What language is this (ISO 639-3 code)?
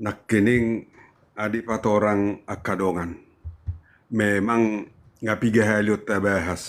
bbc